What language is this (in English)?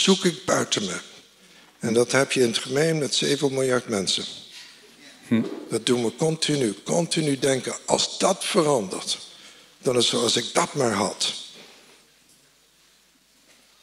Dutch